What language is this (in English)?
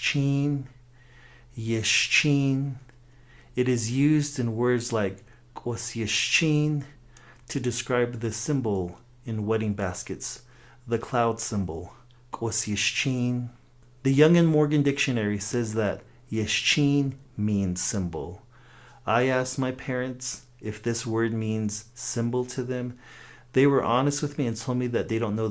Navajo